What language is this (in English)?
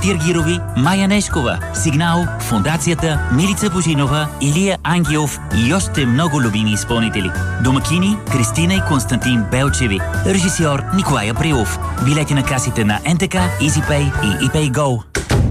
Bulgarian